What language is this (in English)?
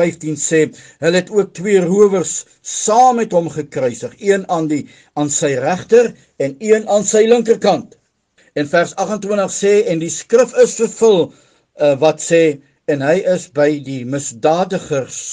Afrikaans